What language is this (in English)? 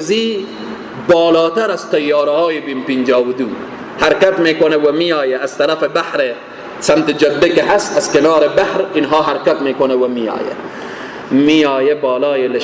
Persian